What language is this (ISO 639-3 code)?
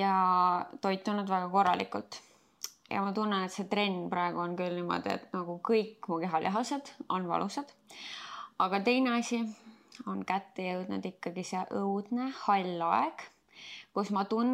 est